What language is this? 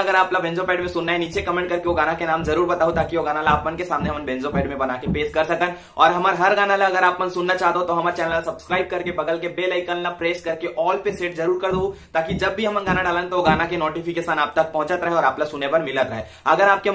Chhattisgarhi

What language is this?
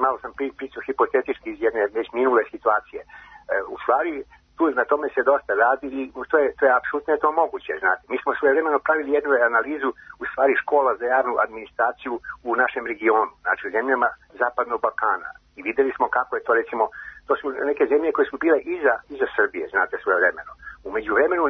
Serbian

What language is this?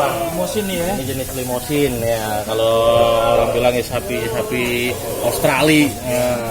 Betawi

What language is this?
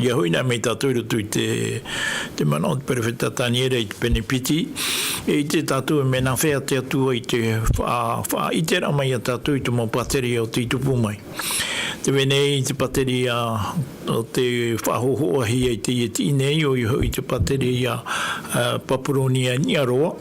Tahitian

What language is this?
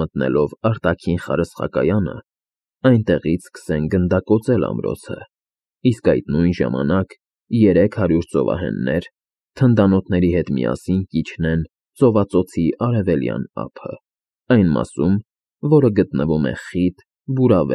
Armenian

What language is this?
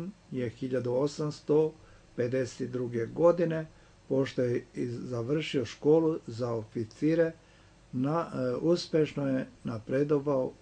Serbian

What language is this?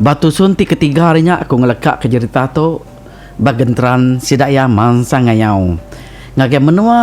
Iban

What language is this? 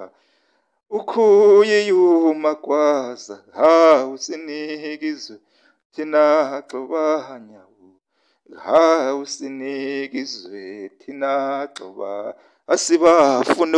Zulu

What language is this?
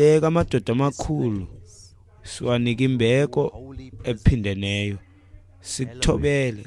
Xhosa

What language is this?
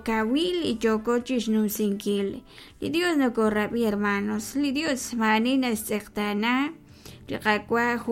Kekchí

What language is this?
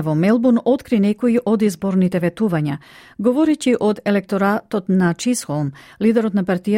Macedonian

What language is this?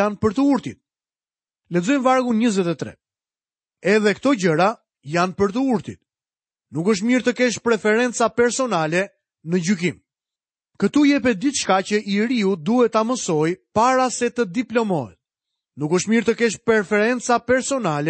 Albanian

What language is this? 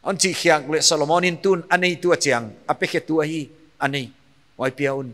Paite Chin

